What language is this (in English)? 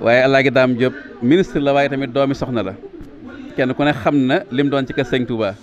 Wolof